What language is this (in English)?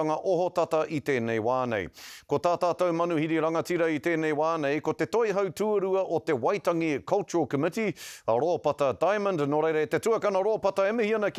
Māori